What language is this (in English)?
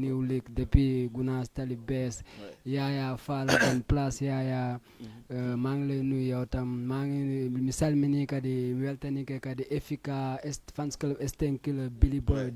Fula